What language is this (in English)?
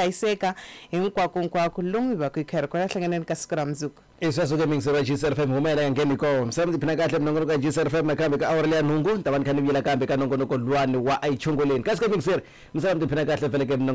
Tsonga